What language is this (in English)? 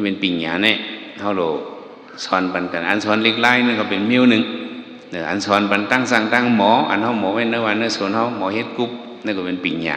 Shan